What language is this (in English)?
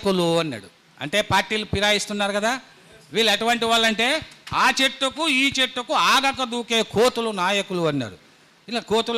Telugu